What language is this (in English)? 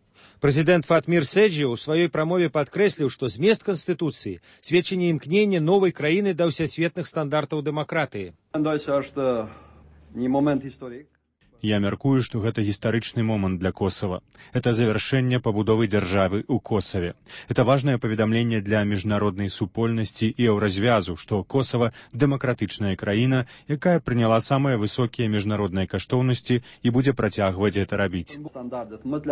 Belarusian